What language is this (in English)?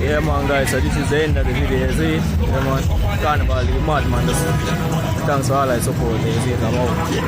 Jamaican Creole English